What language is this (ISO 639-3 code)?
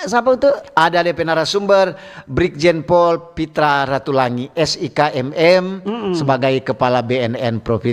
xmm